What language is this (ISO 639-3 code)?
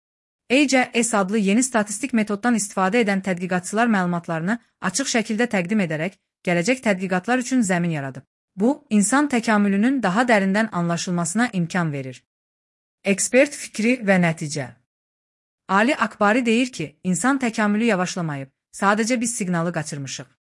aze